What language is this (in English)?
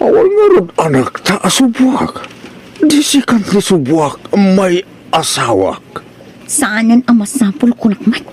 Iloko